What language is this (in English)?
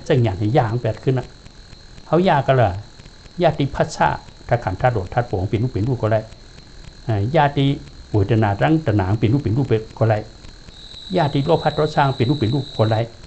Shan